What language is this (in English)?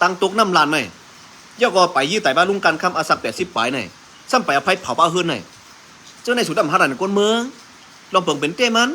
Shan